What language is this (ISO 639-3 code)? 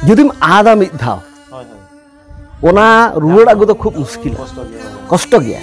sat